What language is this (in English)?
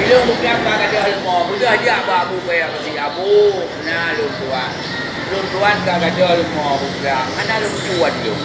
Achinese